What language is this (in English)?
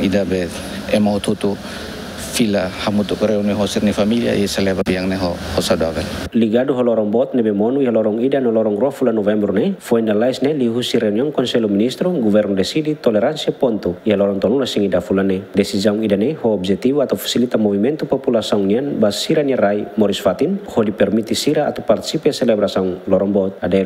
Tetum